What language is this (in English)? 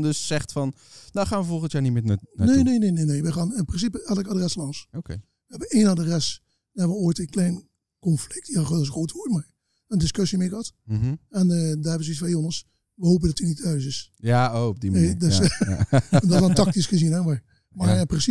Dutch